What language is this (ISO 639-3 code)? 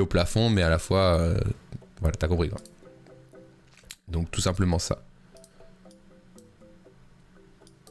fra